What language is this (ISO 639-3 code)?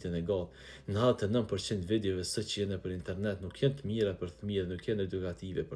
sqi